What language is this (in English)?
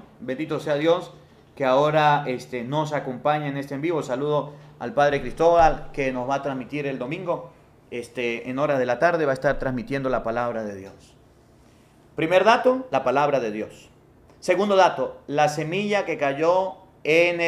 Spanish